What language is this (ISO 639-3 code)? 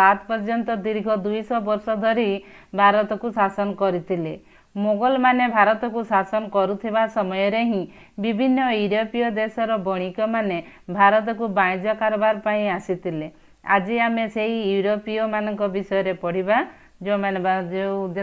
ori